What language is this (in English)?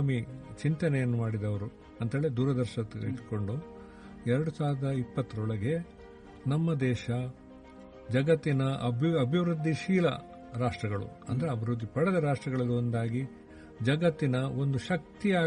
Kannada